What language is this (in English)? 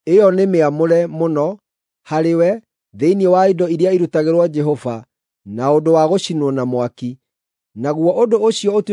Kikuyu